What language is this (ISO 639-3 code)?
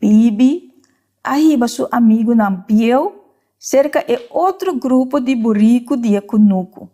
pap